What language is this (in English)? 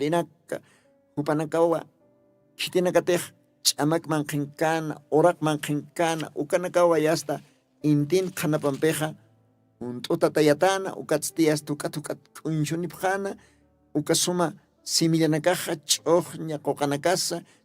Aymara